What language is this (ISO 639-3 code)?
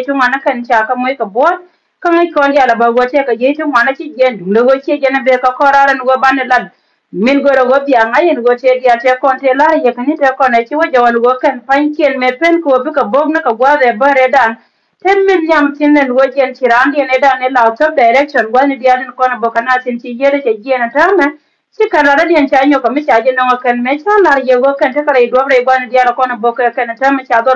nus